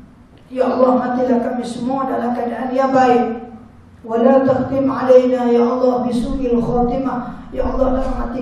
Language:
Malay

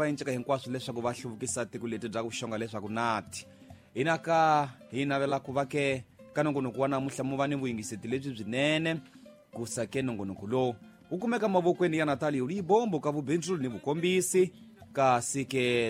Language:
Tsonga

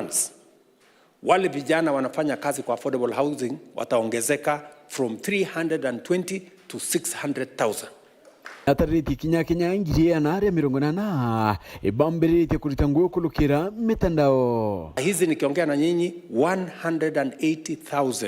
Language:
Meru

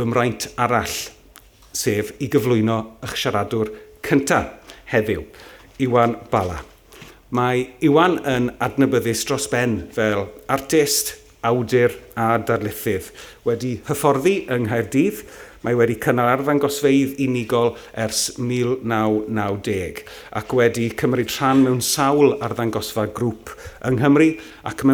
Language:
Welsh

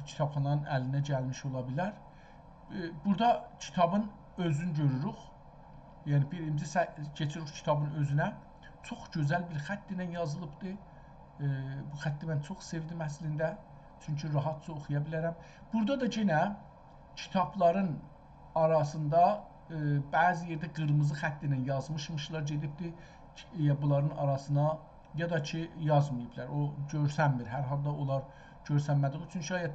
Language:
South Azerbaijani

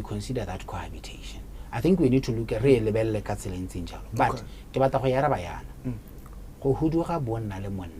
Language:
Tswana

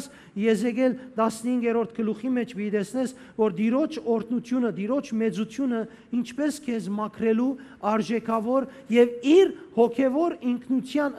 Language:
Western Armenian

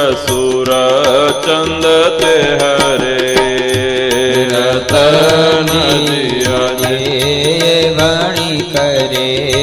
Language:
Gujarati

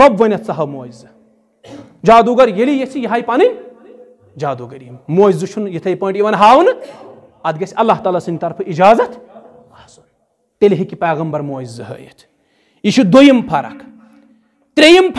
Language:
Kashmiri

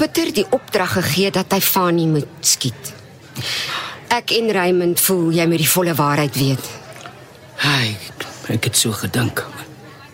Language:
Afrikaans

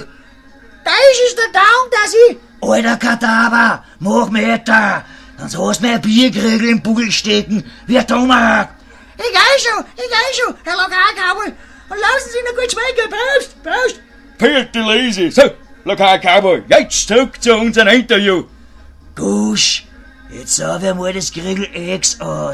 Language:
Bavarian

